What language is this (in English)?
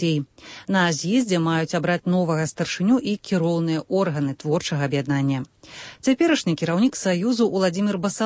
Belarusian